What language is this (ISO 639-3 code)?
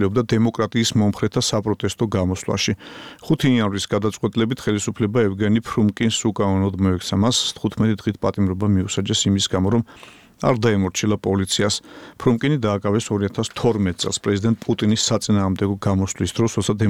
kat